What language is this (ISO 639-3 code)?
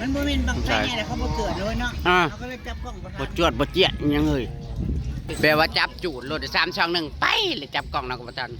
tts